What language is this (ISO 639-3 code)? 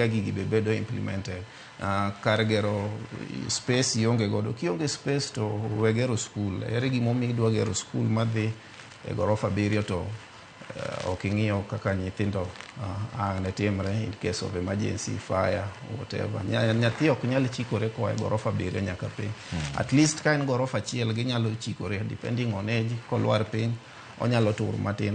luo